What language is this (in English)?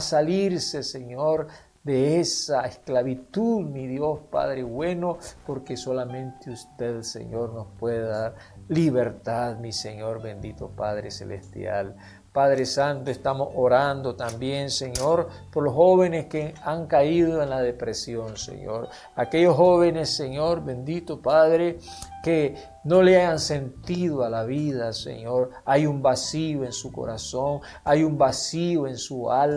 Spanish